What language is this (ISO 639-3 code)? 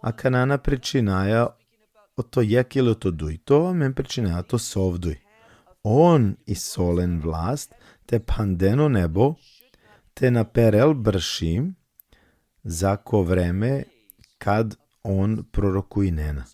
rmn